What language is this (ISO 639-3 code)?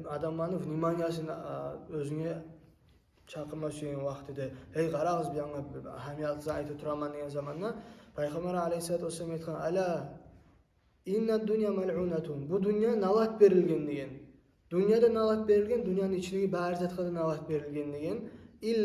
kum